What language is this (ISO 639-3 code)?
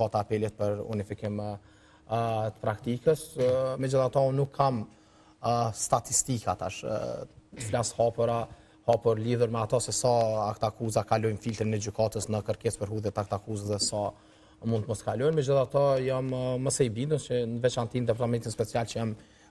sqi